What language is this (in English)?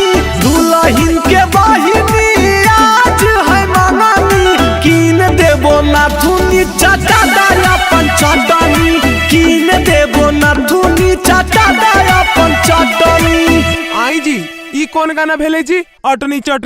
Magahi